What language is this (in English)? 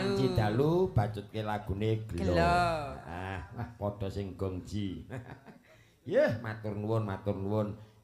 Javanese